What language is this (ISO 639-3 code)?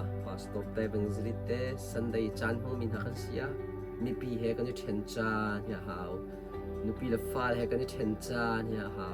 cnh